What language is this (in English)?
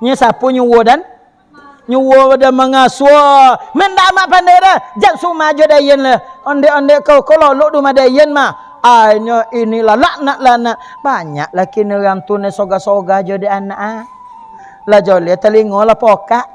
Minangkabau